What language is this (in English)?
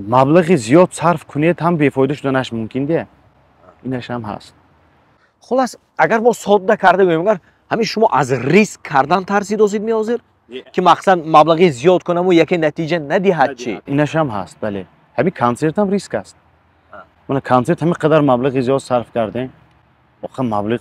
Tajik